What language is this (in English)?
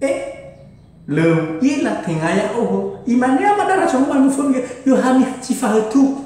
Nias